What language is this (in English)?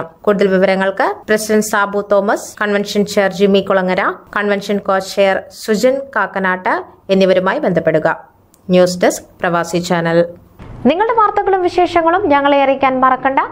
Malayalam